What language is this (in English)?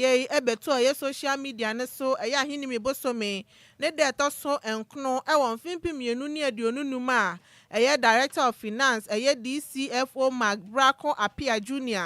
Akan